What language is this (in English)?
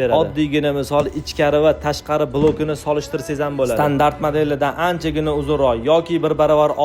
Uzbek